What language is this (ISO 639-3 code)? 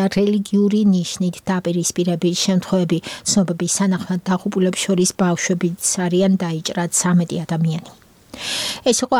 kat